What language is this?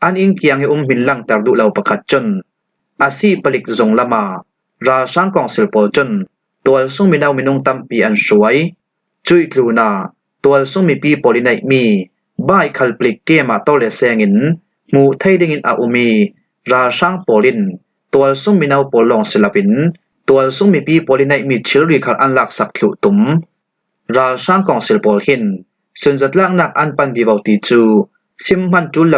Falam Chin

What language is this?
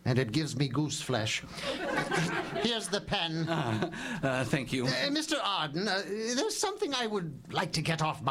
English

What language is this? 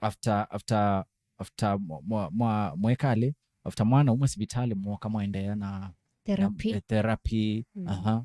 Kamba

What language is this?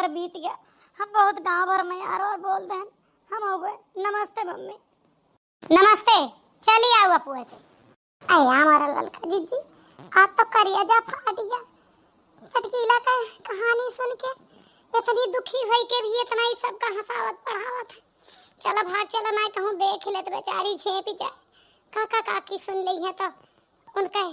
Awadhi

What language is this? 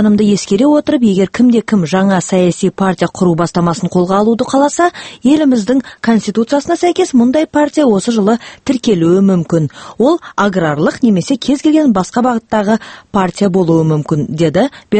Kazakh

